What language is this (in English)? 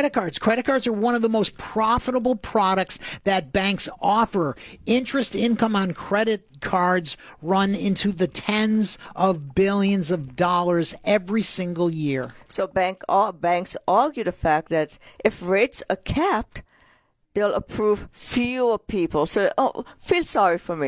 English